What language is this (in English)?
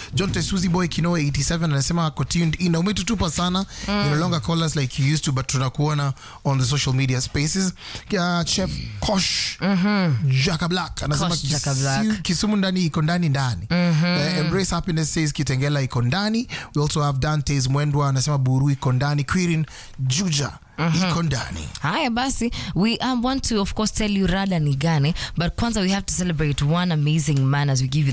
Swahili